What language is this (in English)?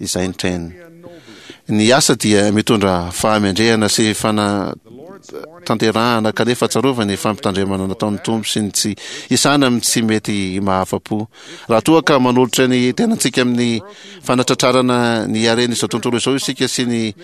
Malagasy